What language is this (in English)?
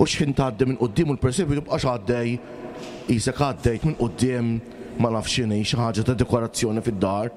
Maltese